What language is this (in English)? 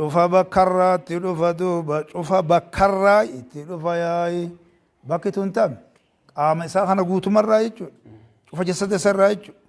Oromo